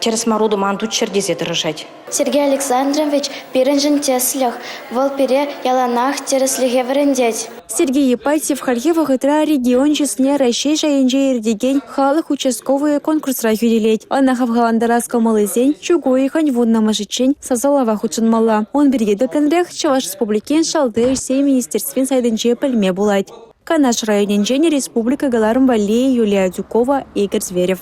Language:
Chuvash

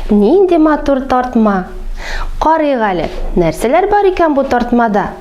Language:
Tatar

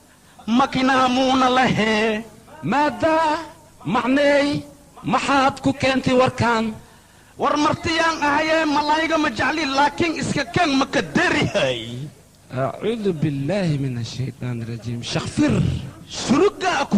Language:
Somali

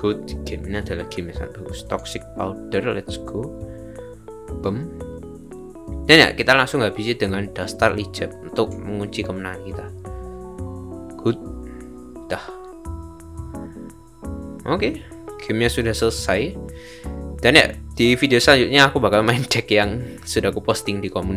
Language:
Indonesian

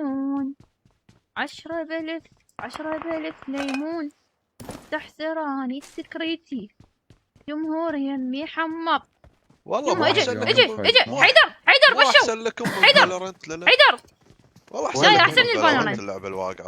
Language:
Mesopotamian Arabic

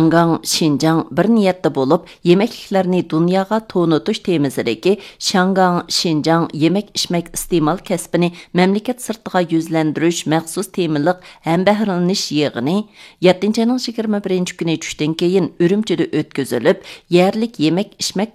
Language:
Uyghur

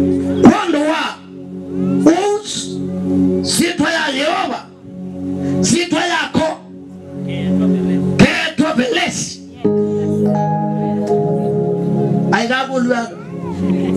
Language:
Swahili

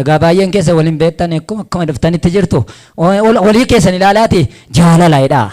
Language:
Oromo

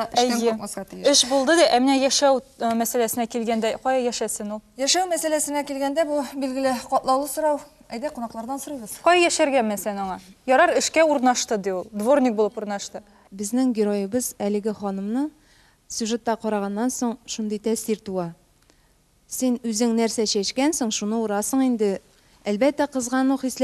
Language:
Tatar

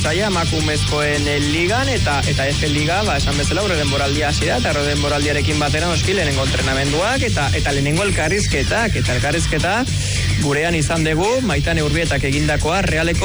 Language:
Basque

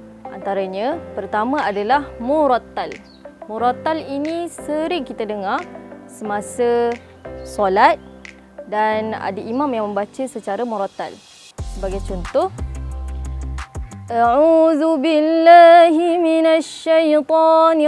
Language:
Malay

